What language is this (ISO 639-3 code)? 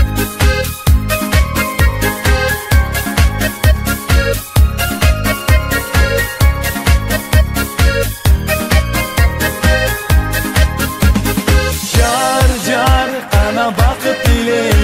kir